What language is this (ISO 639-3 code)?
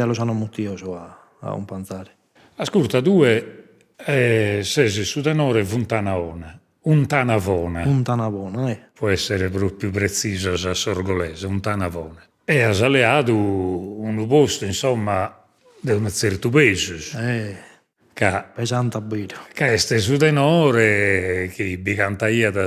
srd